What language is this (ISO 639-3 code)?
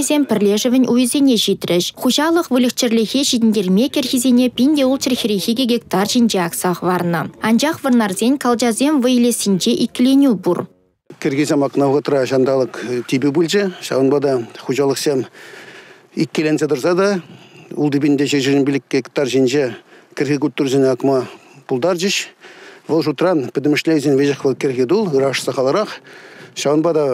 chv